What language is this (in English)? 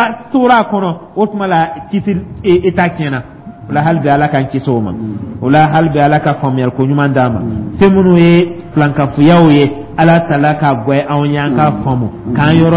Dyula